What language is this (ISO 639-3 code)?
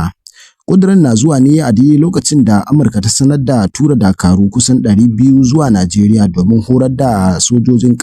hau